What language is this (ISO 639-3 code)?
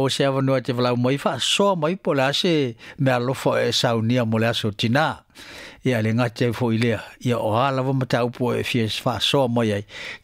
smo